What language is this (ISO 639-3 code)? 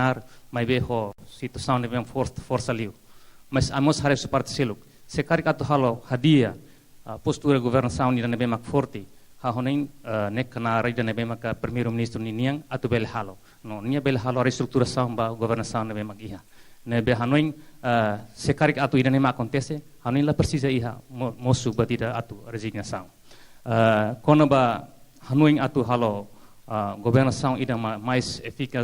tet